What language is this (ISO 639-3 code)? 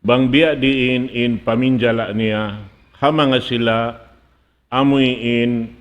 tsg